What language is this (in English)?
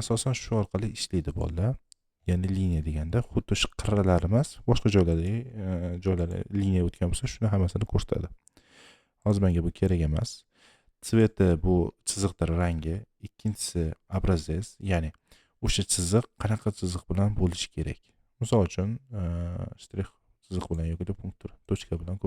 Uzbek